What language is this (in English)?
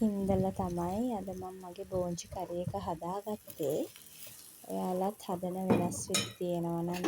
Sinhala